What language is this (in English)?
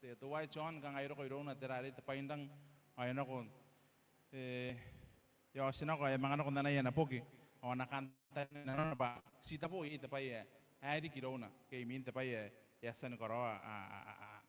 Gilbertese